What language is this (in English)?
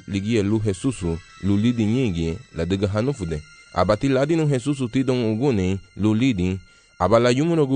Garifuna